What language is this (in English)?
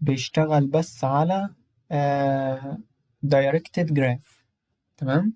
Egyptian Arabic